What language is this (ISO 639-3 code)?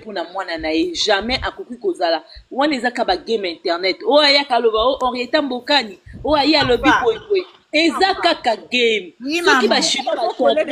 lin